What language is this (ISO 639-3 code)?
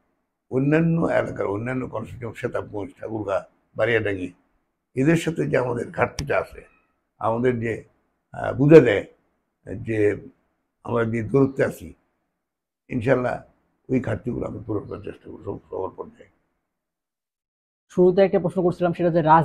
ben